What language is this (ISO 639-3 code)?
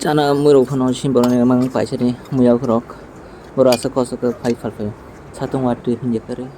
trp